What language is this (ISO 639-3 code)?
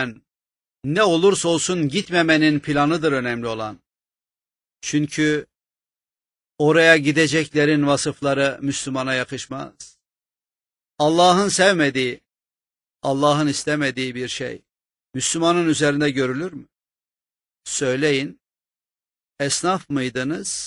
tur